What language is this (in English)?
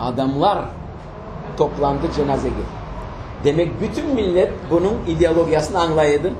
Crimean Tatar